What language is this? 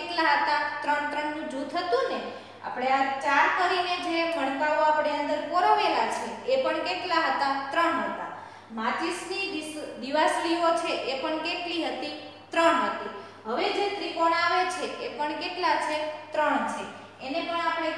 Gujarati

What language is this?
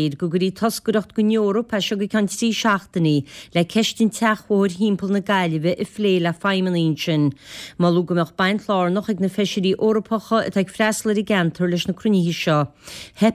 Irish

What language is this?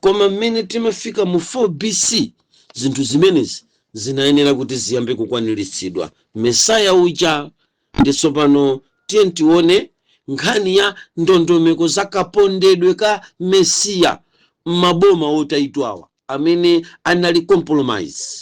Nyanja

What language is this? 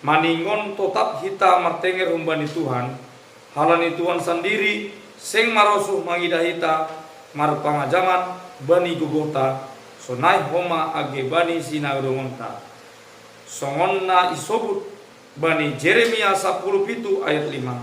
Batak Simalungun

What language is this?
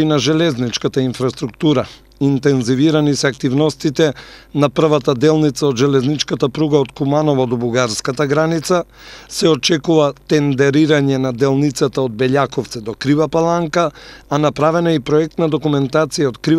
Macedonian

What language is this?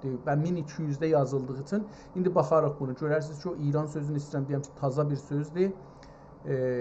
South Azerbaijani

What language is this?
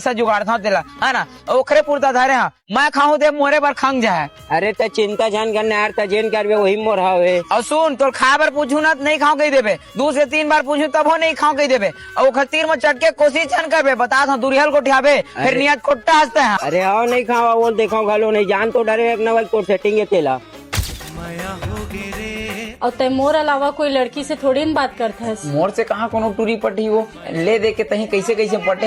Chhattisgarhi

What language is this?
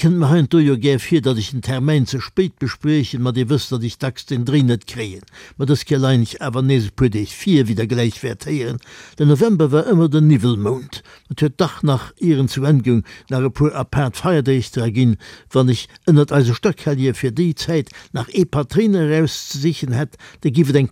Luxembourgish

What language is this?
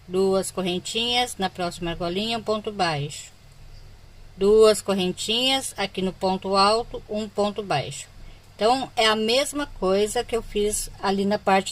Portuguese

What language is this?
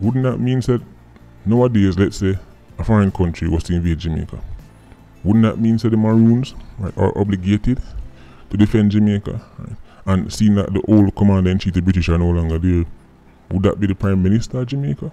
Jamaican Creole English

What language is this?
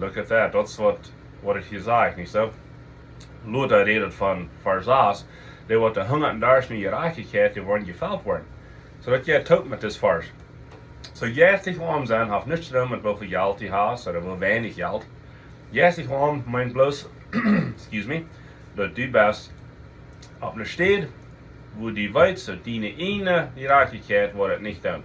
Plautdietsch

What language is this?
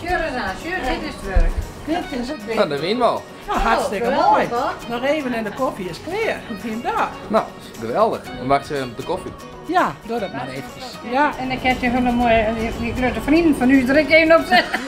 Western Frisian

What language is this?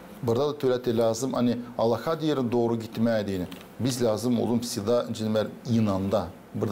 Gagauz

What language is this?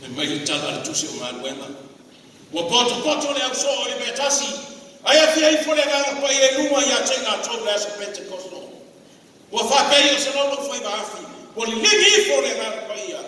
Samoan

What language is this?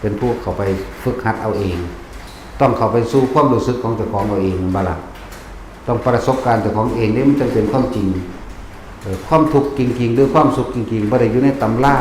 Lao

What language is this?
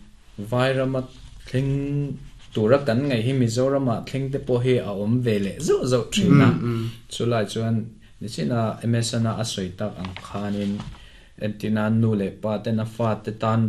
Mizo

